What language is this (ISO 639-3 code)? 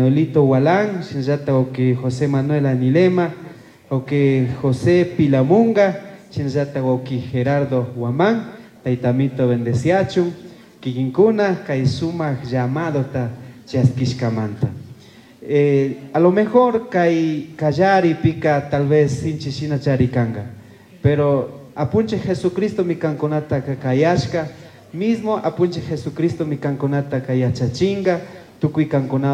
qug